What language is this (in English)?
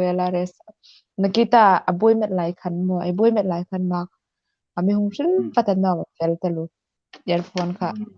Hmar